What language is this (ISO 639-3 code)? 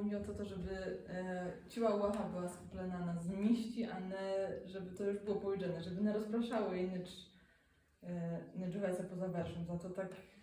rue